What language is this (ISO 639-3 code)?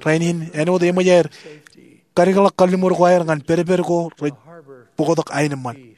mah